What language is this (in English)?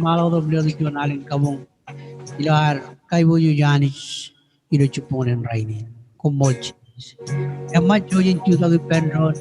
Marshallese